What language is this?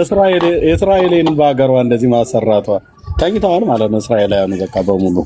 Amharic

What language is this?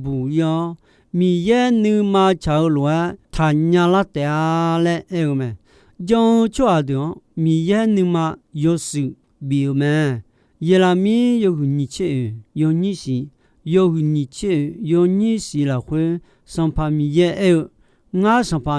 Akha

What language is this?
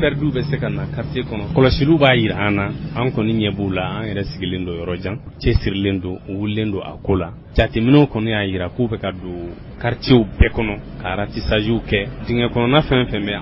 Bambara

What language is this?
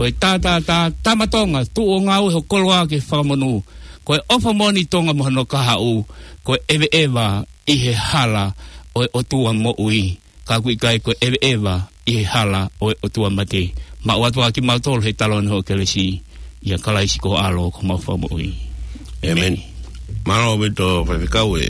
Tongan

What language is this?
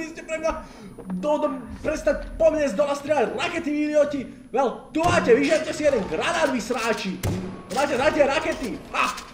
Slovak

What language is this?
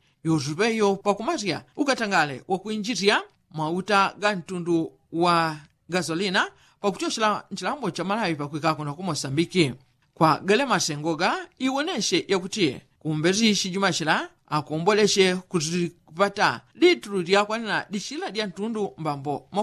Yao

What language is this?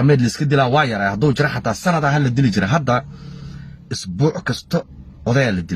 Somali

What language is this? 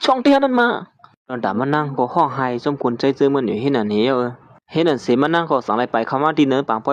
Shan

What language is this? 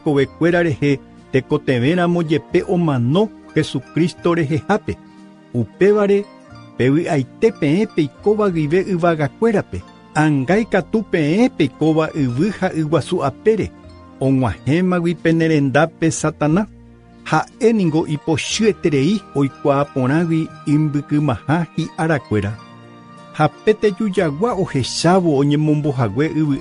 Guarani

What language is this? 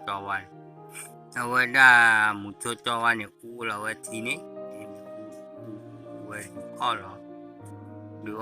S'gaw Karen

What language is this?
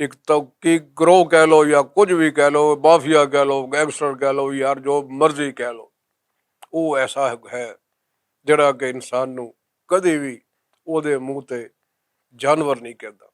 Western Panjabi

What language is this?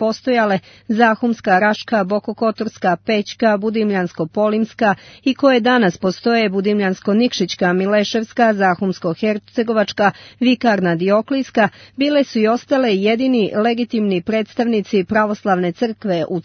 Serbian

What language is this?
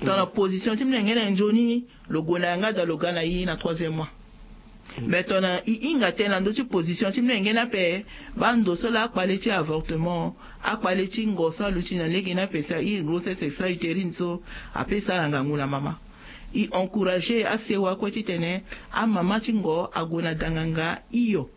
Sango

